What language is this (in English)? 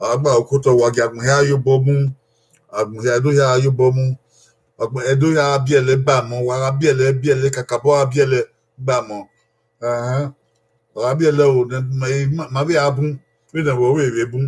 Bini